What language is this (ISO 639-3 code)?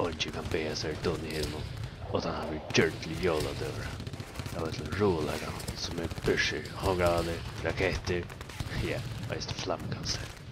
fao